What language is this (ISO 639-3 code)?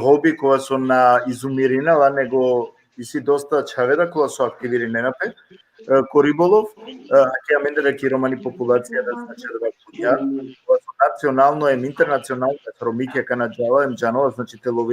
rmn